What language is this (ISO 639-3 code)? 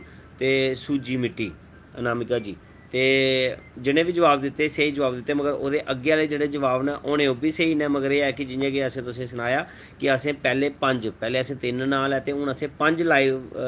doi